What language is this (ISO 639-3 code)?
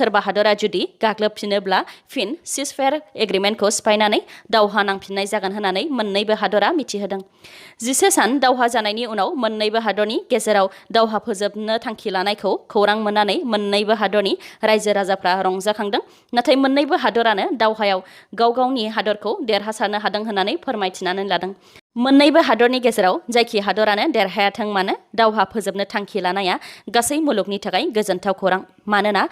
brx